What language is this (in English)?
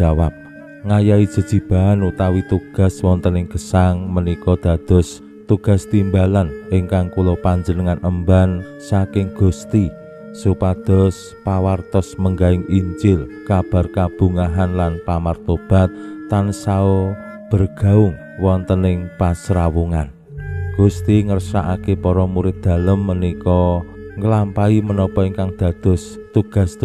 Javanese